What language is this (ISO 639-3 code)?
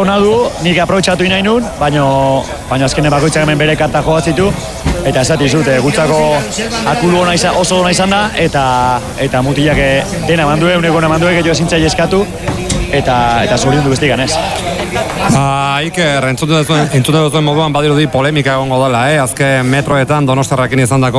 eus